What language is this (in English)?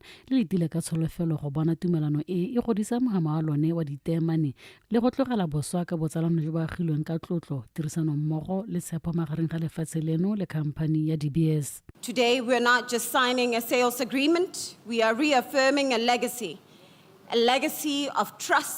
Tswana